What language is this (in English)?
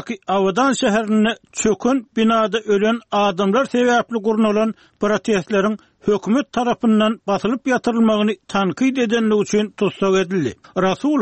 Turkmen